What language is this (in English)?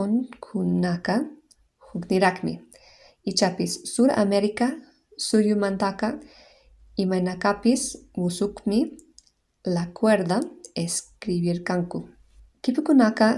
Quechua